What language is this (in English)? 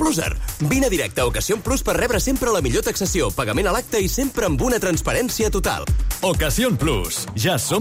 Catalan